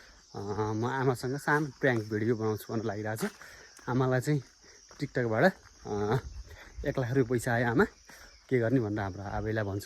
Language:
Nepali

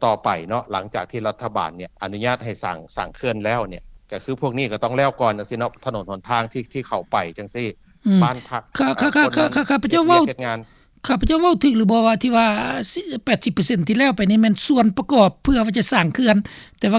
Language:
Lao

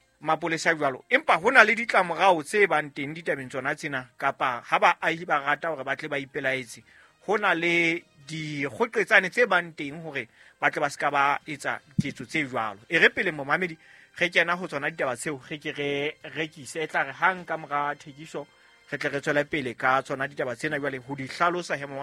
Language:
Southern Sotho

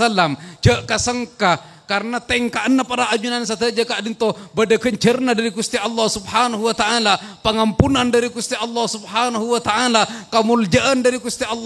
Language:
Madurese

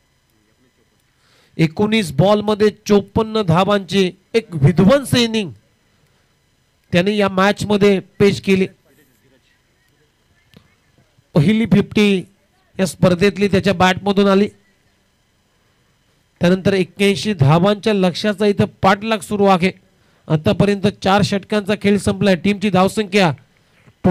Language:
Marathi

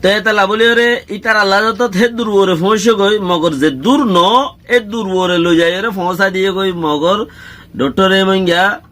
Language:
Rohingya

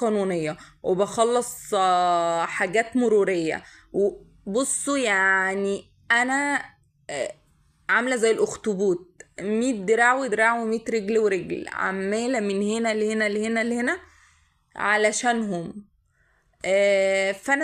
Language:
Egyptian Arabic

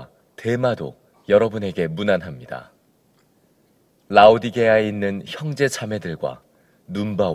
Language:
Korean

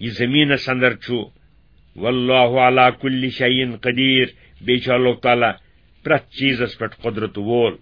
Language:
Kashmiri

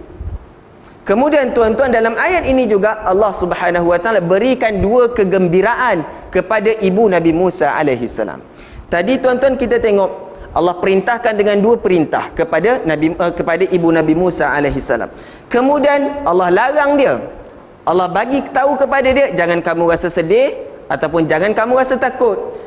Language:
Malay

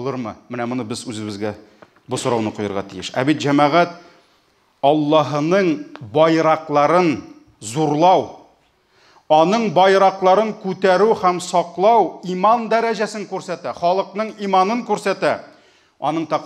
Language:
Tatar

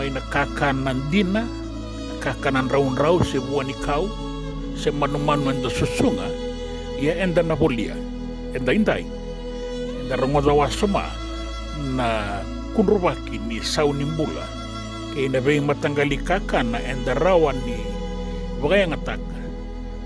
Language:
Fijian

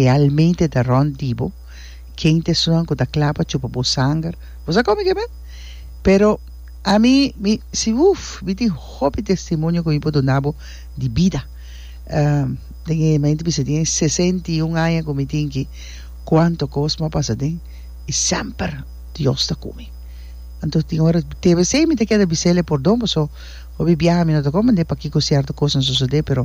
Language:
Papiamento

